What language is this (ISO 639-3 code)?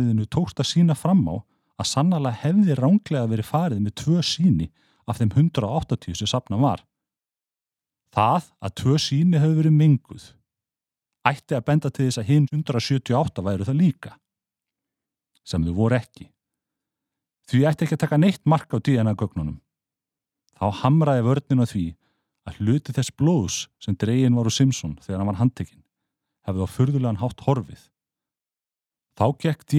isl